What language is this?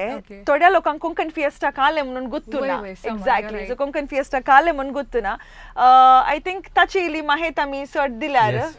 Konkani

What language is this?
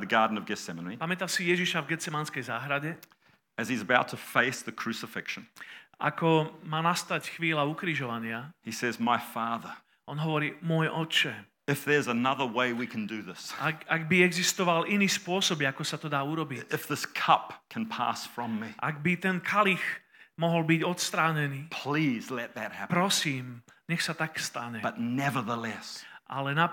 Slovak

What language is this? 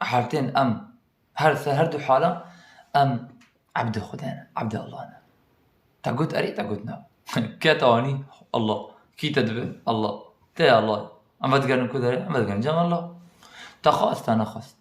Kurdish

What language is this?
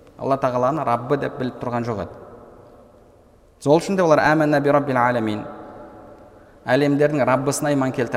Kazakh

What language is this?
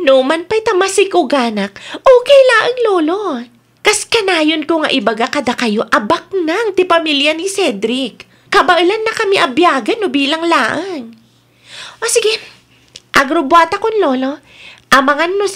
Iloko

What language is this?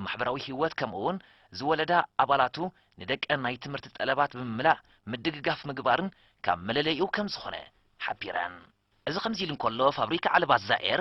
Tigrinya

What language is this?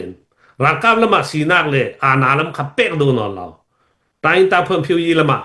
Hakha Chin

